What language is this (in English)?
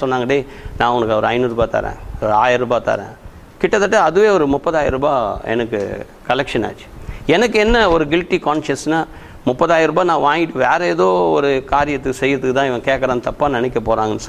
Tamil